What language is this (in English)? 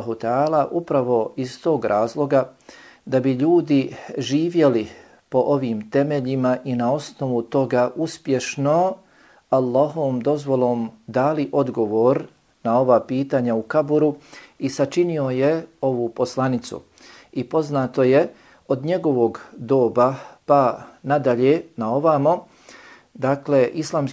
Bosnian